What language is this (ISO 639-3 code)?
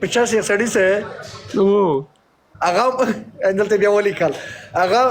pus